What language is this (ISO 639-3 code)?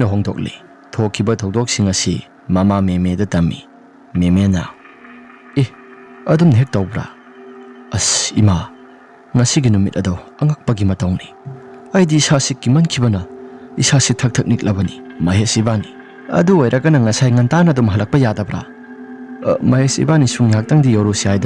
mni